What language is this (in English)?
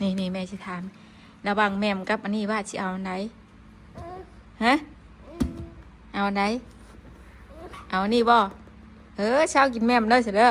Northeastern Thai